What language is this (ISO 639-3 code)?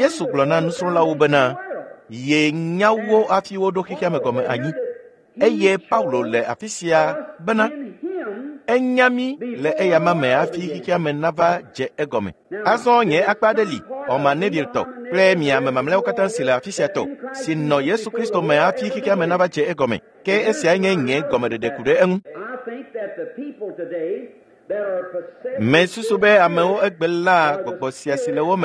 ewe